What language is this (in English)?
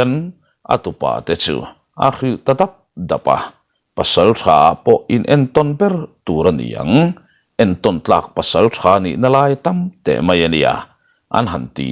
Mizo